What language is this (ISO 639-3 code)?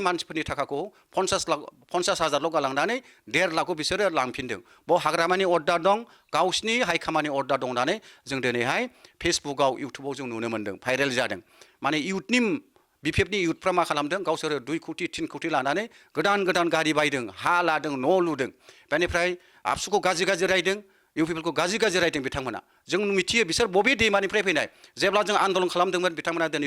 brx